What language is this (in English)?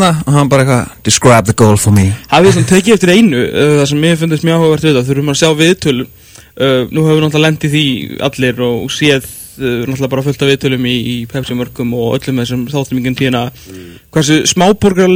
Icelandic